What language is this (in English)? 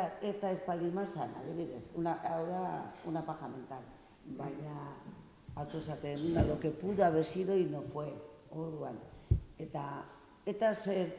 Basque